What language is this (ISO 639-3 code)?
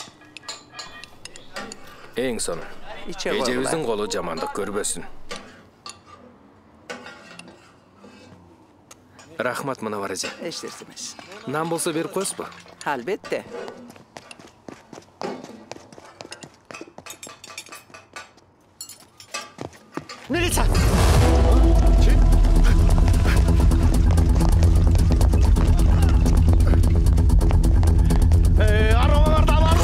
kir